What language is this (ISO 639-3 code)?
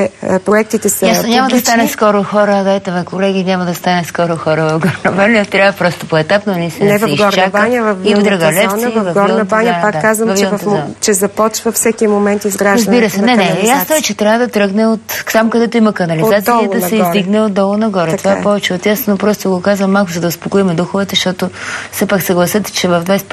bul